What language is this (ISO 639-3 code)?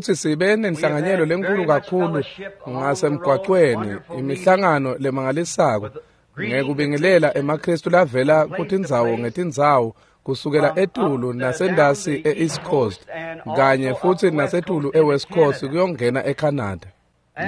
ssw